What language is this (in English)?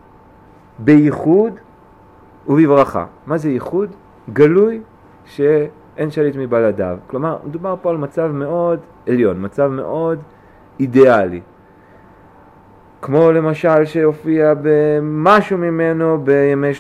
Hebrew